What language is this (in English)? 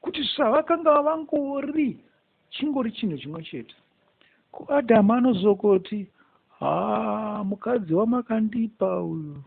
Shona